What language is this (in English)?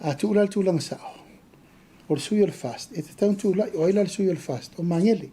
Samoan